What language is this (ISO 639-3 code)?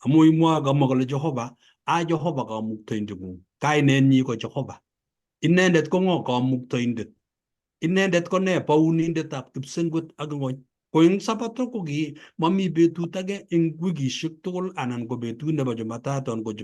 kln